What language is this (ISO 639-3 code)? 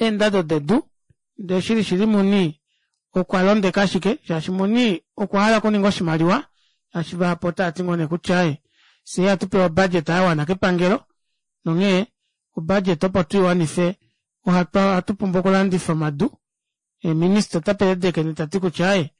kua